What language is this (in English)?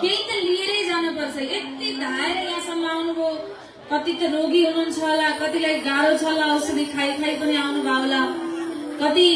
Nepali